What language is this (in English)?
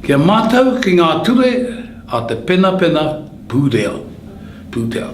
Māori